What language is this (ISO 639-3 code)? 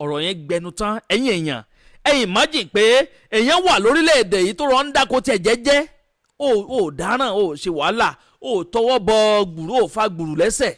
yor